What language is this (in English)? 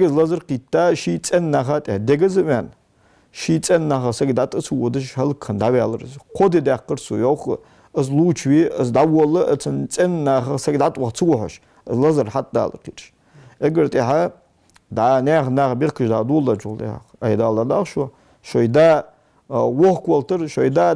Ingush